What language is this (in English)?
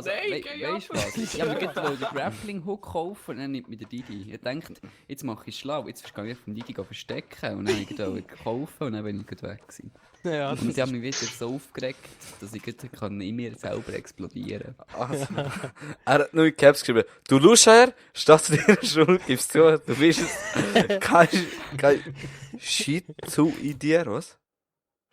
Swiss German